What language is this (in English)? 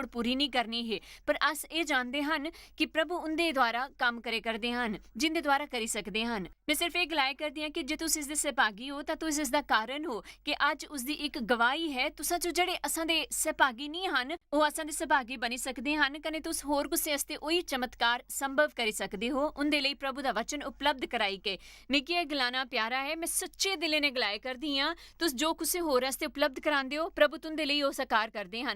Dogri